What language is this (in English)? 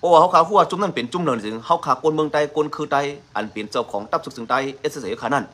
Shan